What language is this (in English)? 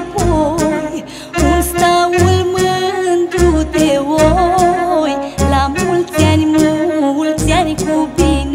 Romanian